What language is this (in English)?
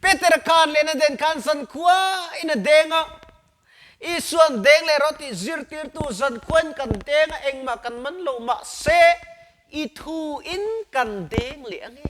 Mizo